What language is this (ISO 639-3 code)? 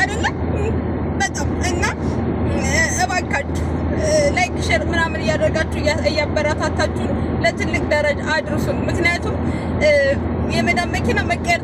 amh